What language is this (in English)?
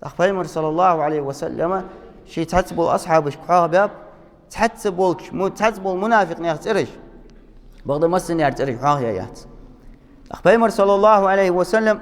Ingush